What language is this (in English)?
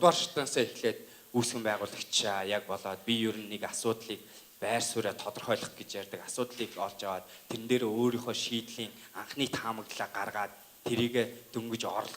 Mongolian